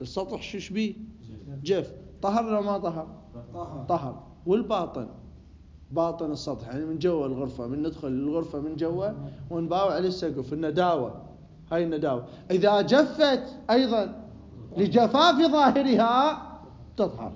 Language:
Mesopotamian Arabic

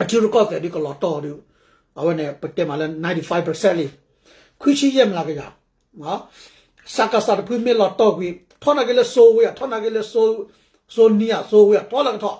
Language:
S'gaw Karen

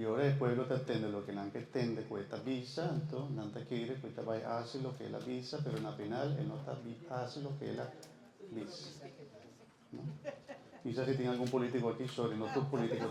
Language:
Papiamento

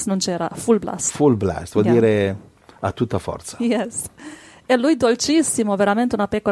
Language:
Italian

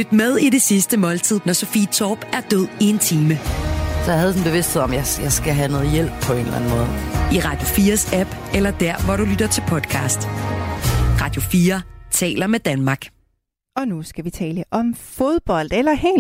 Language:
Danish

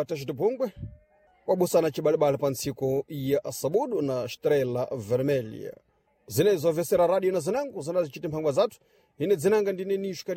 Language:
Sena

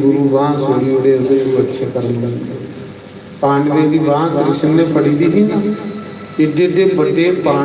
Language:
Dogri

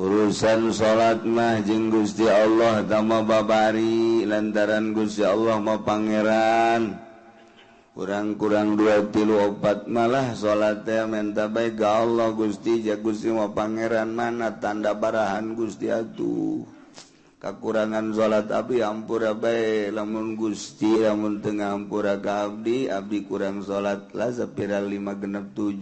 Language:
Sundanese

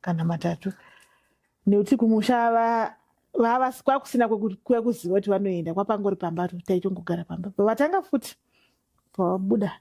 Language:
Shona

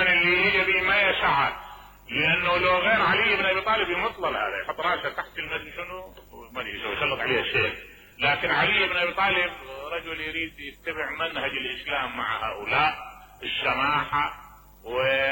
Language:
Mesopotamian Arabic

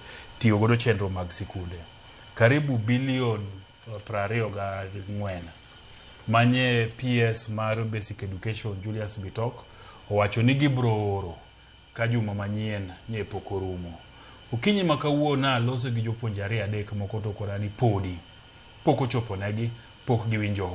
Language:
Luo (Kenya and Tanzania)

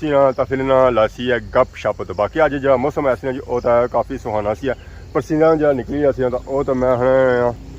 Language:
Pahari-Potwari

